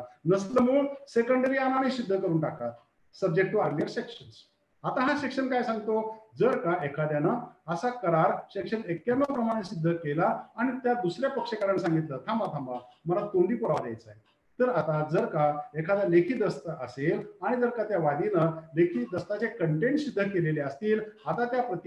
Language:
Marathi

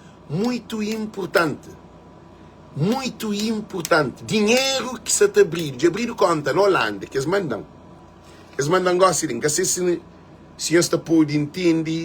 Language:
Kabuverdianu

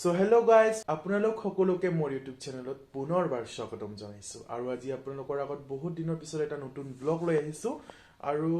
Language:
Assamese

